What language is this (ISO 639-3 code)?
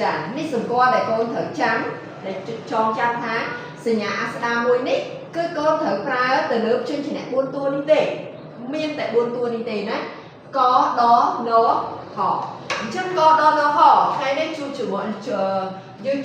khm